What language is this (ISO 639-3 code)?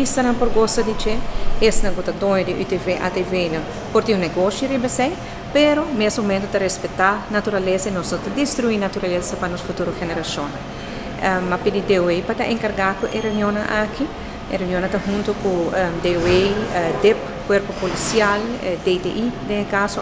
pap